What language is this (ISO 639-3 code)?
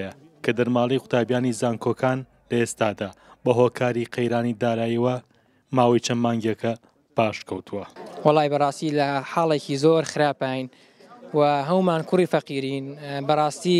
ckb